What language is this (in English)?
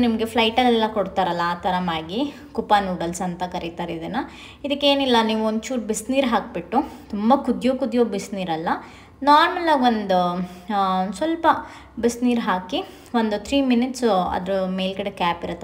Kannada